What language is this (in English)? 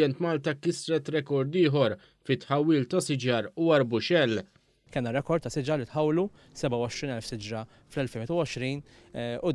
Maltese